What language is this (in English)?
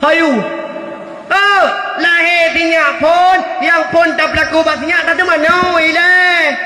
Achinese